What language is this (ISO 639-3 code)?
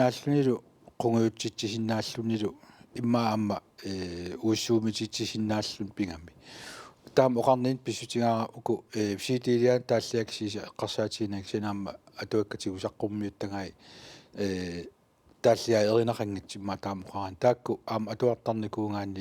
kal